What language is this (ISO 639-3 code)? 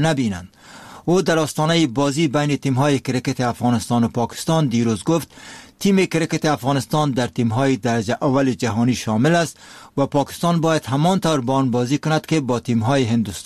fas